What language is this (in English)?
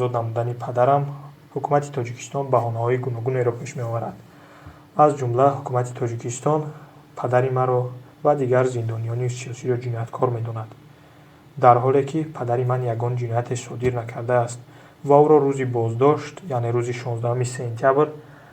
Tajik